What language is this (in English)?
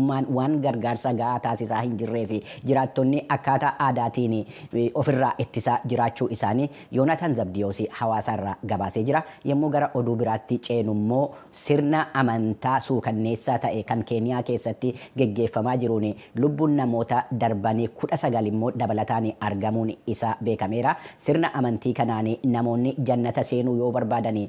Oromo